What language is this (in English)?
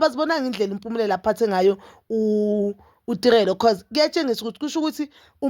Zulu